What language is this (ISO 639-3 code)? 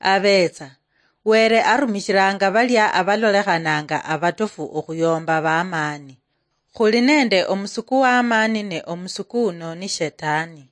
luy